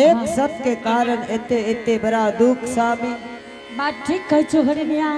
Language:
Angika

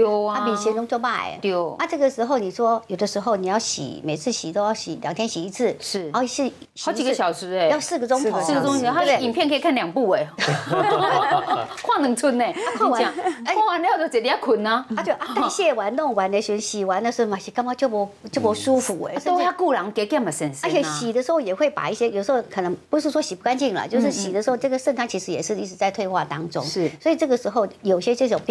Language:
Chinese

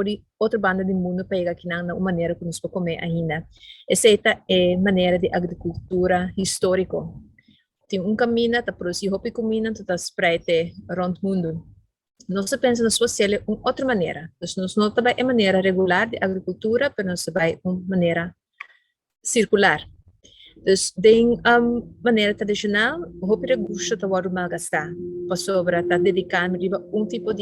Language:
Papiamento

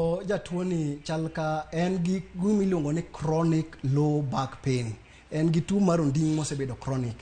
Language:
Luo (Kenya and Tanzania)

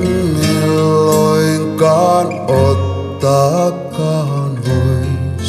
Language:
Finnish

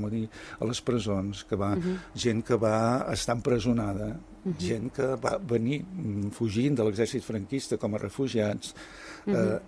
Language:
Catalan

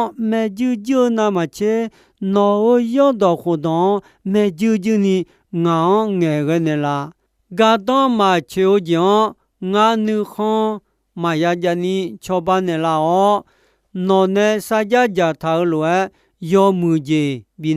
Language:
Akha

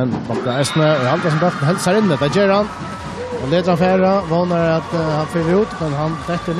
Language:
Faroese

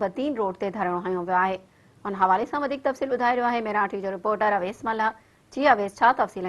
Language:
Sindhi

